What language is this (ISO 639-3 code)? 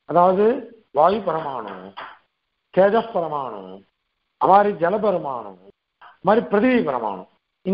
tam